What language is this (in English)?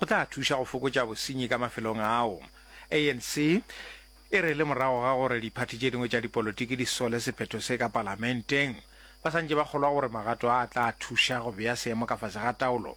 Northern Sotho